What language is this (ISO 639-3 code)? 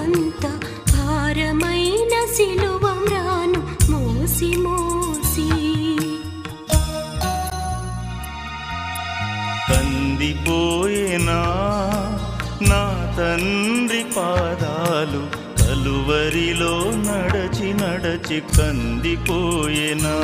tel